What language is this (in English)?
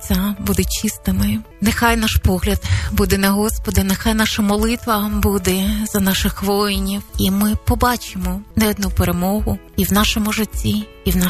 Ukrainian